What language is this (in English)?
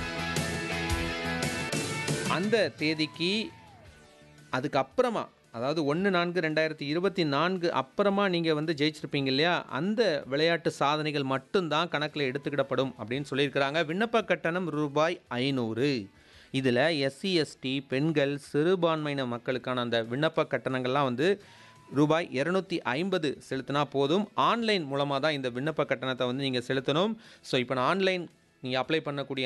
Tamil